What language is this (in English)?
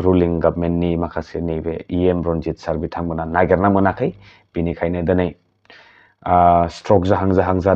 Bodo